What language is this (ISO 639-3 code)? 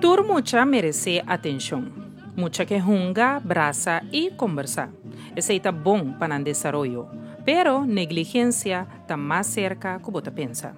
pap